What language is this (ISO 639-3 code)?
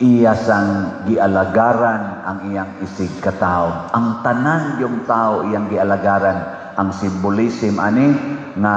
ceb